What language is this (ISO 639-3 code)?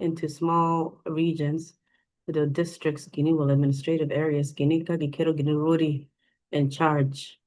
ach